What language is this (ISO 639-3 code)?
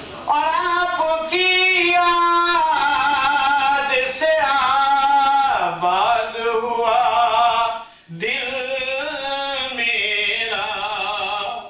urd